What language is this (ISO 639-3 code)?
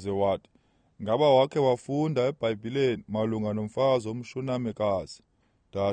xho